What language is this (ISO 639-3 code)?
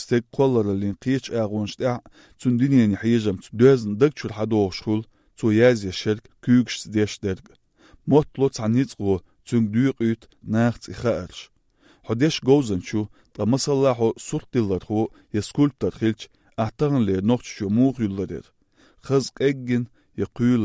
che